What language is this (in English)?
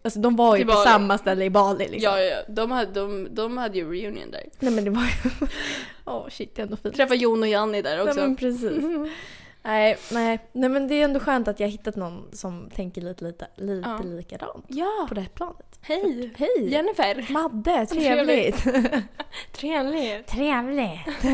Swedish